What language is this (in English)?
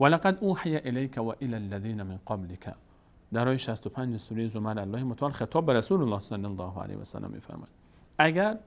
Persian